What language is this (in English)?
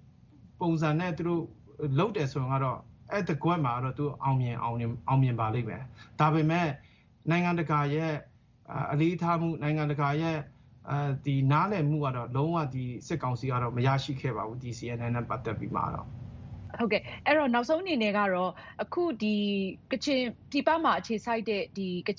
Burmese